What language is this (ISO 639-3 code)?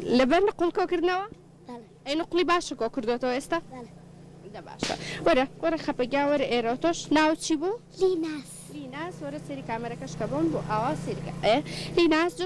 ckb